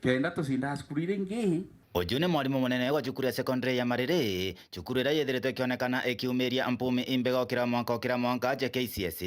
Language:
Meru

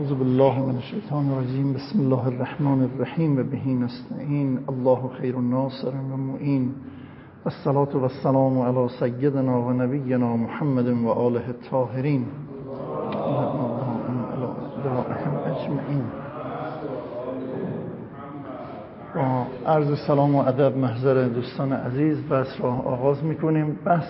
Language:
Persian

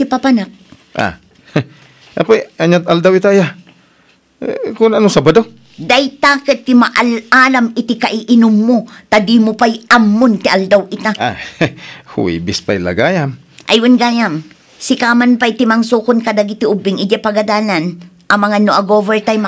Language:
Iloko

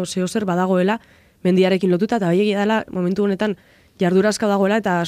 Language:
Basque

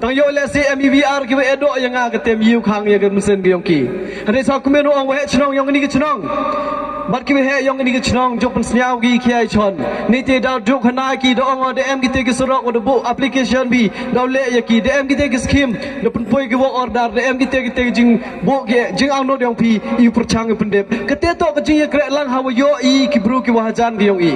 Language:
Pnar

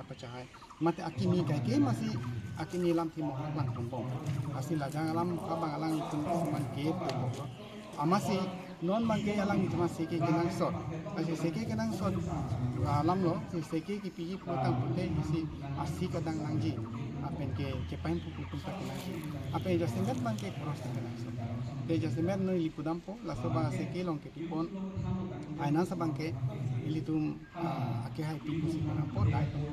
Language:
Karbi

